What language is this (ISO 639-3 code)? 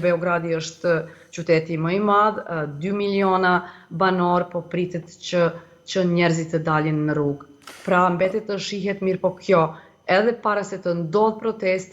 sqi